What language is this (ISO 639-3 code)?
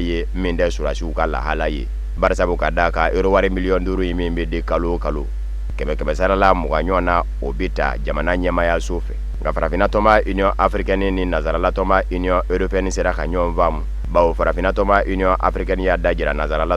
bam